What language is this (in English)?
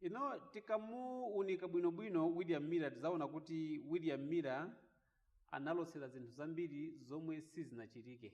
Nyanja